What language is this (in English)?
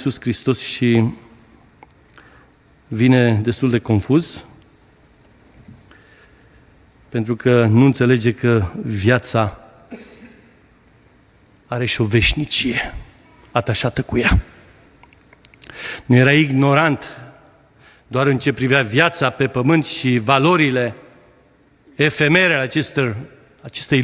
Romanian